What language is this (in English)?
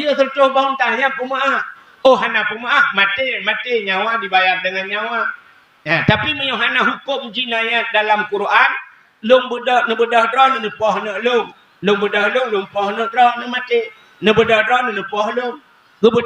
Achinese